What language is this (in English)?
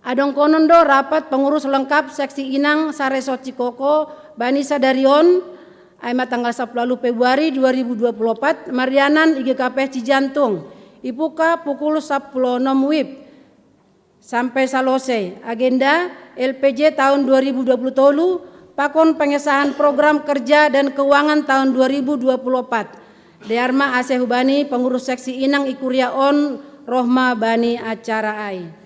Batak Simalungun